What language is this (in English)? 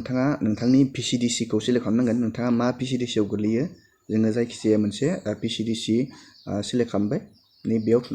Bodo